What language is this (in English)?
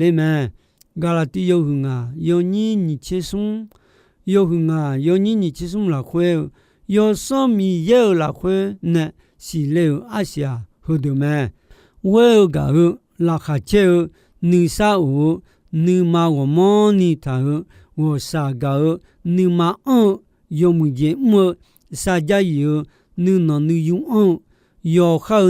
Akha